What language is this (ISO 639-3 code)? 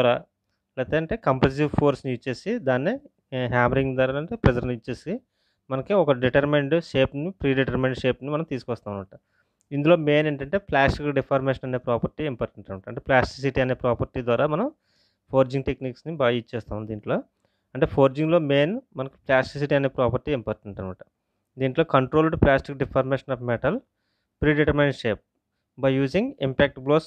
tel